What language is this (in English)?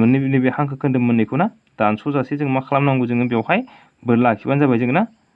Bodo